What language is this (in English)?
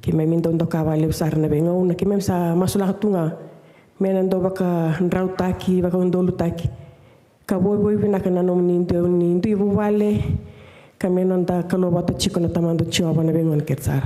Fijian